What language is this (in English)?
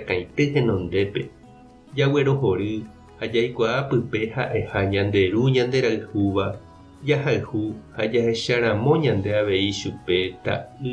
Guarani